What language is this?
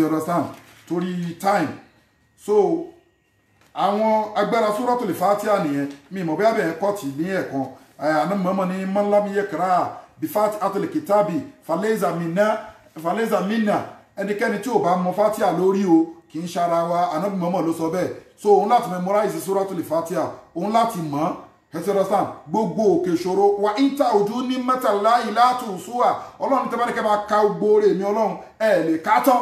Yoruba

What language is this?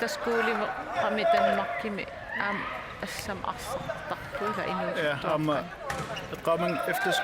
Kalaallisut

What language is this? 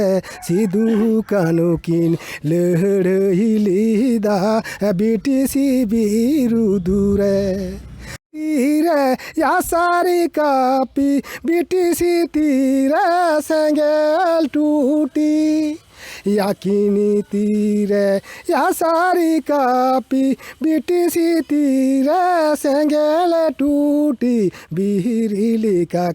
Santali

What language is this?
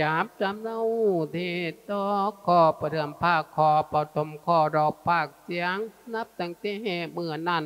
Lao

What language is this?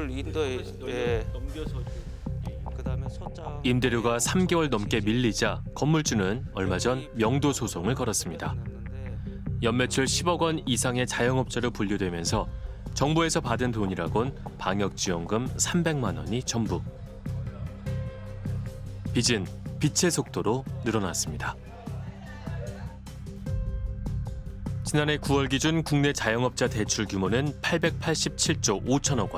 Korean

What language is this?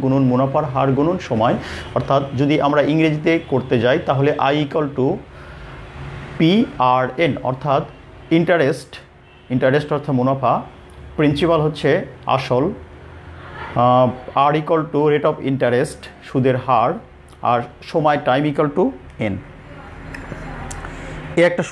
Bangla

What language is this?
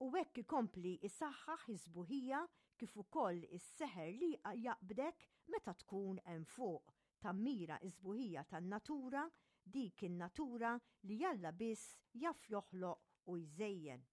Maltese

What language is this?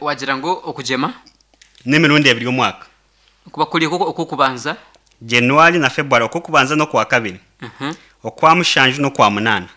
Nyankole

